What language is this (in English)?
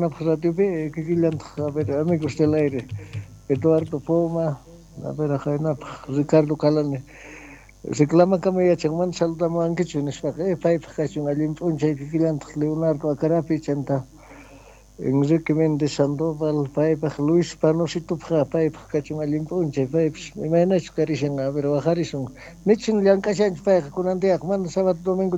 South Bolivian Quechua